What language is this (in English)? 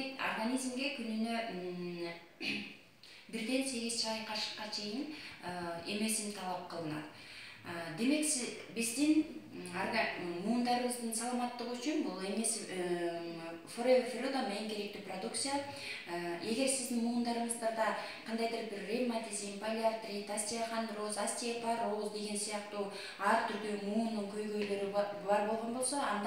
Kyrgyz